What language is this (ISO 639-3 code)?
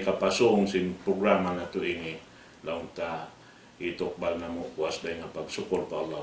tsg